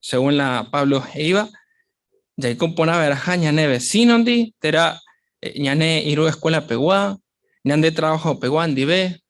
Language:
Guarani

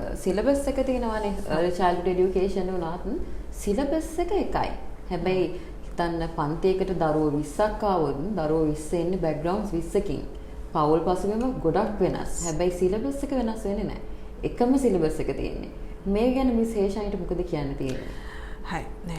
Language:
Sinhala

